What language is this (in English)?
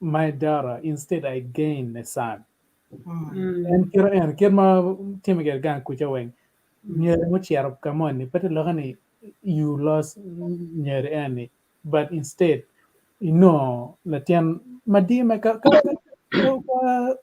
Acoli